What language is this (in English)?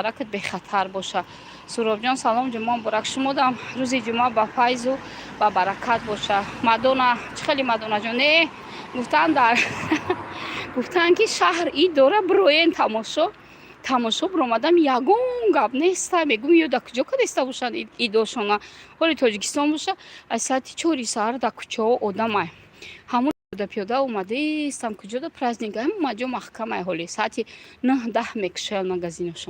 Tajik